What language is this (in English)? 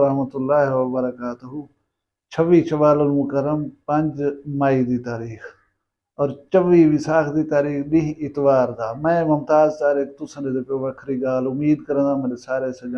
Saraiki